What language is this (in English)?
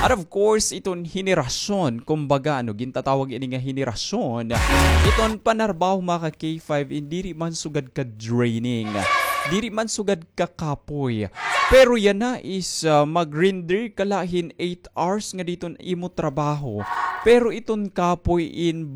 Waray